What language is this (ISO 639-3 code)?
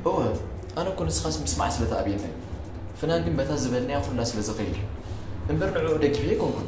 tir